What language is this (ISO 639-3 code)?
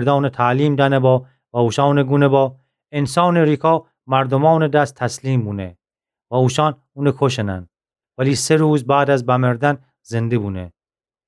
glk